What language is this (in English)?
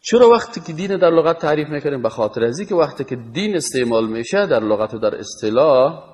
Persian